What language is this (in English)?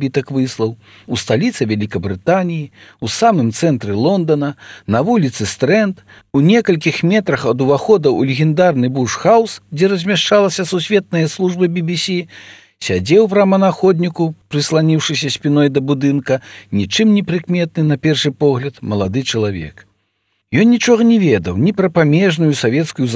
Belarusian